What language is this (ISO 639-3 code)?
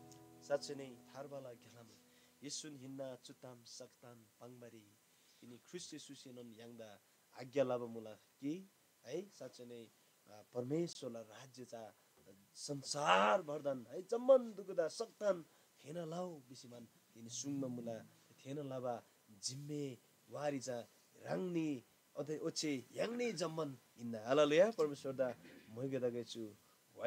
taj